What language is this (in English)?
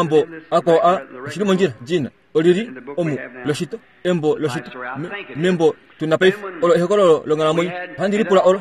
Kuanyama